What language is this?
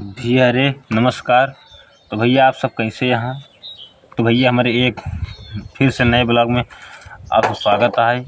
Awadhi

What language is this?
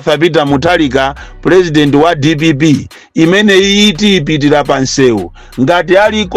Nyanja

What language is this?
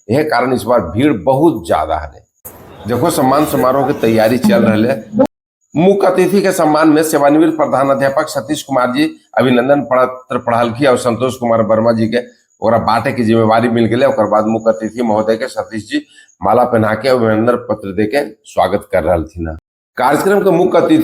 Magahi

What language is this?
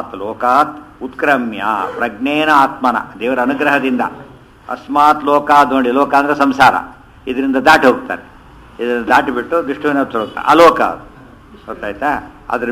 Kannada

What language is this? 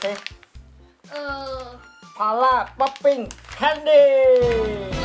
Thai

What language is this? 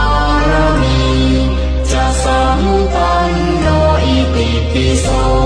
Pali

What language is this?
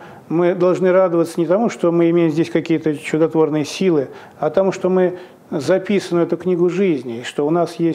Russian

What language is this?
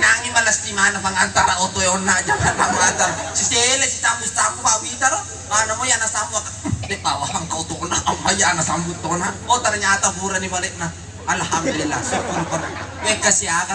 Buginese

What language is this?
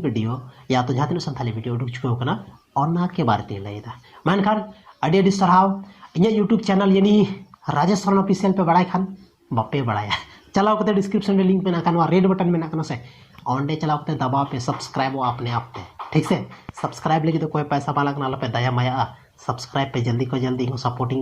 Santali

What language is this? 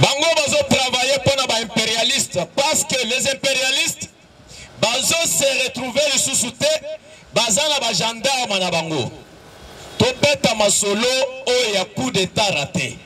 Lingala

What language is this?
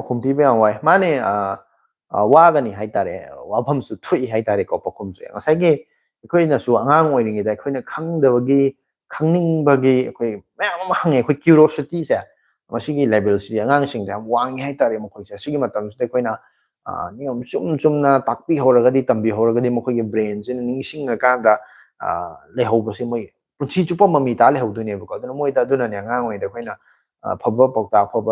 Manipuri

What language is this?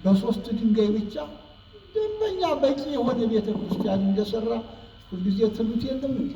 Amharic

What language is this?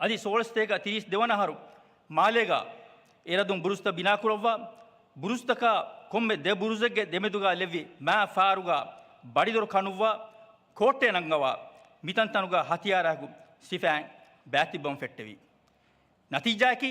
Divehi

